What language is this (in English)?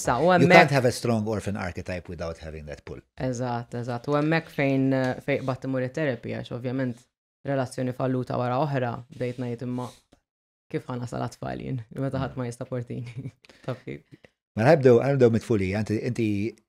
Maltese